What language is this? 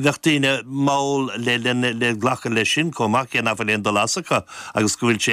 Irish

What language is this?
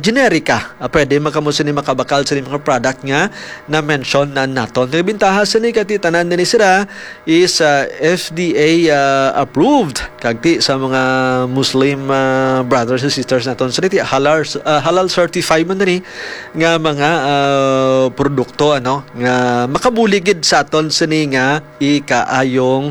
Hiligaynon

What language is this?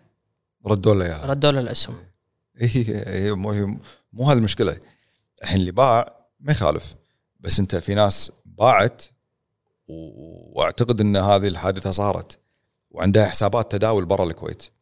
Gulf Arabic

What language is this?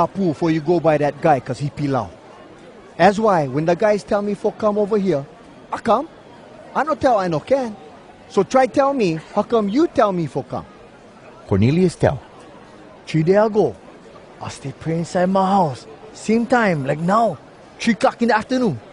Hawai'i Creole English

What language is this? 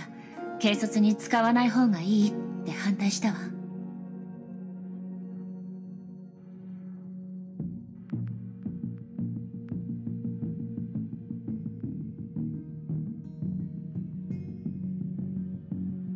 Japanese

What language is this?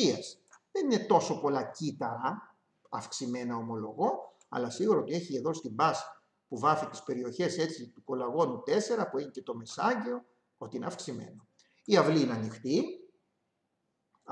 Greek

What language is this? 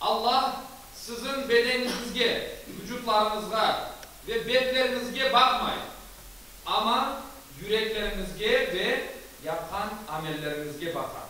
Crimean Tatar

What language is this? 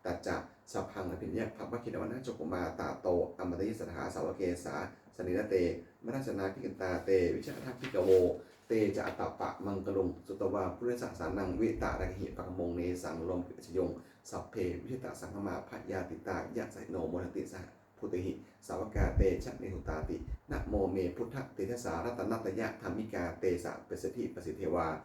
Pali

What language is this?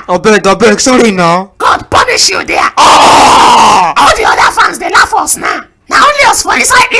Nigerian Pidgin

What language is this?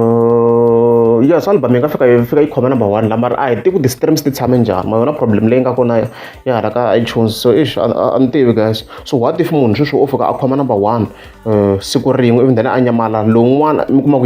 Tsonga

